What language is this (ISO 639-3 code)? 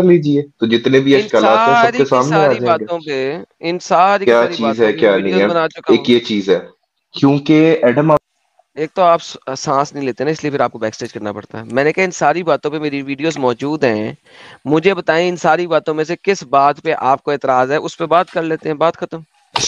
urd